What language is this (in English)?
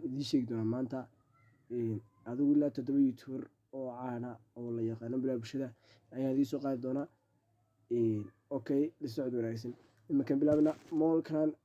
Somali